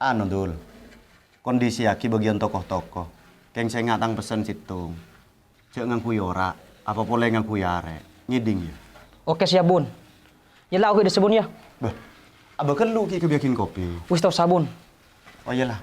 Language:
Madurese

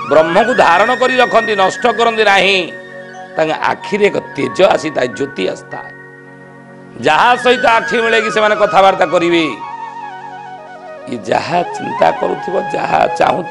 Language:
Odia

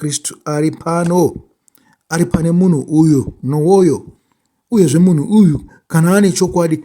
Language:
Shona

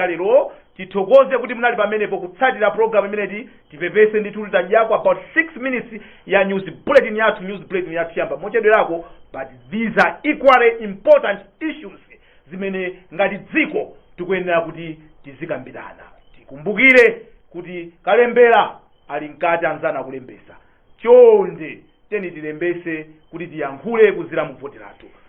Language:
Nyanja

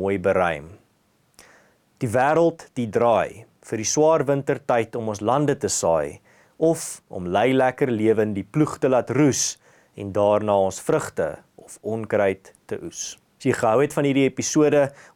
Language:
Afrikaans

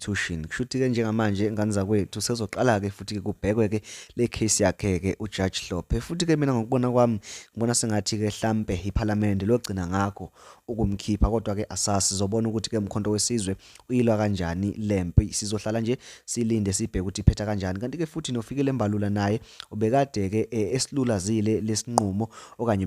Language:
Zulu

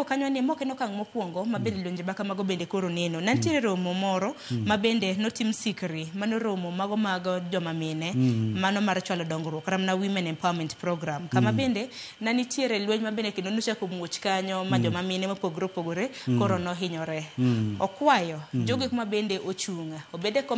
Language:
Luo (Kenya and Tanzania)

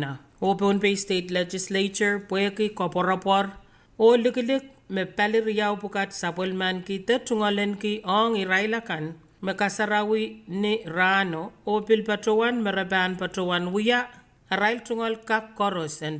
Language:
Pohnpeian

